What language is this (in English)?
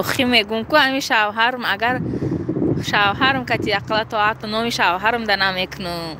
Tajik